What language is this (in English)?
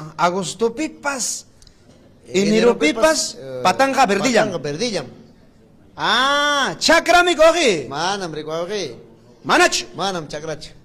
Ayacucho Quechua